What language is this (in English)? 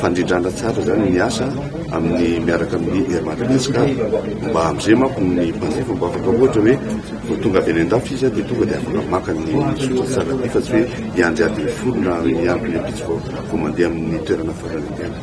Malagasy